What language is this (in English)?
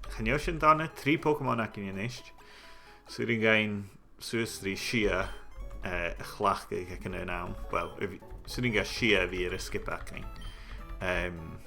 Scottish Gaelic